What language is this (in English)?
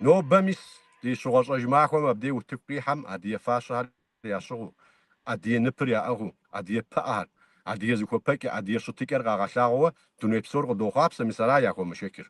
Kabardian